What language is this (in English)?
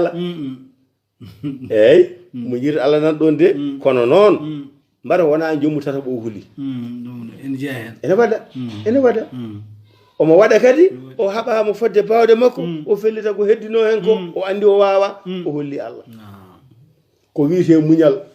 Fula